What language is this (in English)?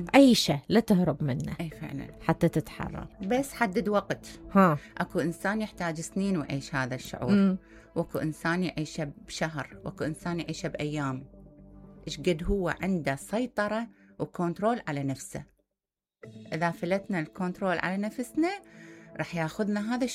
Mesopotamian Arabic